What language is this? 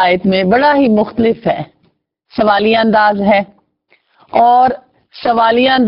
Urdu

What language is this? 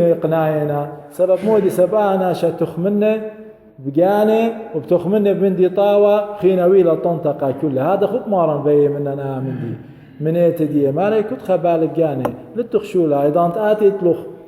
Assyrian Neo-Aramaic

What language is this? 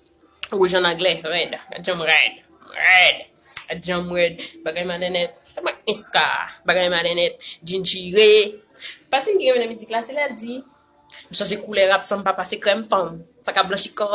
Haitian Creole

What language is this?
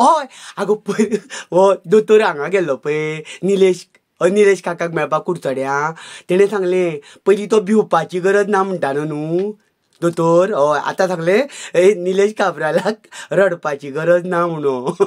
Konkani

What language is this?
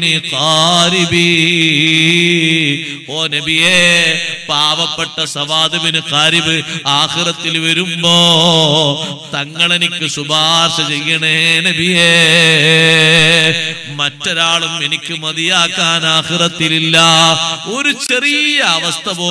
Malayalam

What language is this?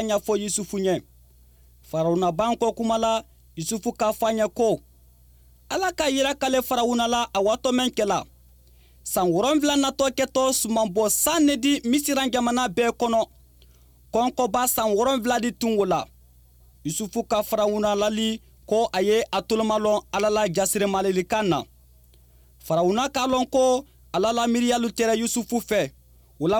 Bambara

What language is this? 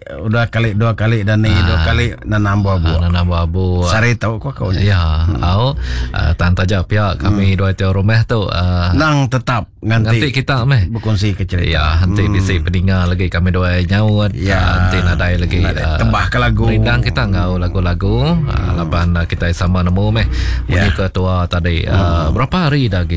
Iban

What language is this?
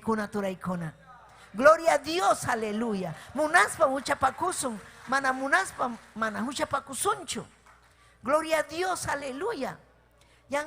Ayacucho Quechua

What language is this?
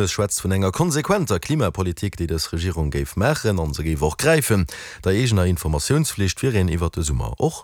Luxembourgish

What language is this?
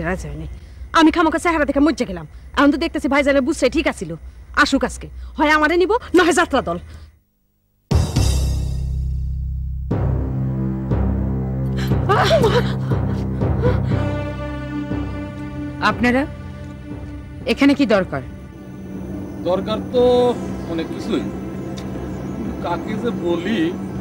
Bangla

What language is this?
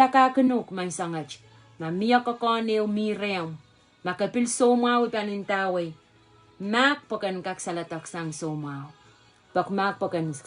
Pohnpeian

